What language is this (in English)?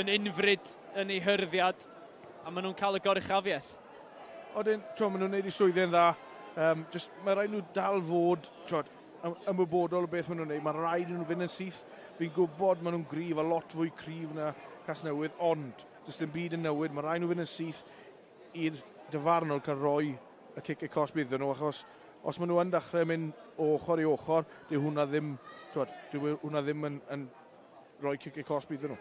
Welsh